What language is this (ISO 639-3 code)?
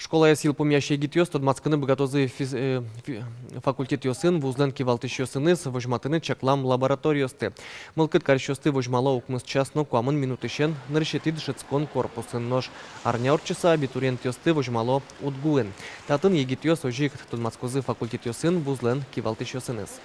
udm